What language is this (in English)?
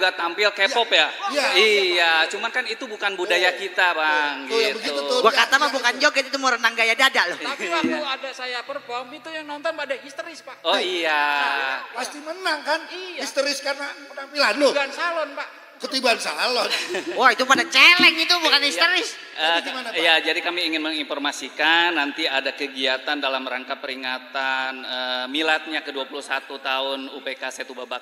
Betawi